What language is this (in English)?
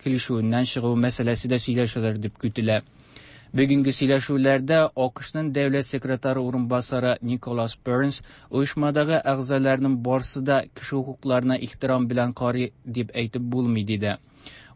Tatar